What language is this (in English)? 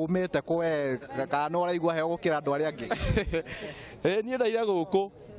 Kikuyu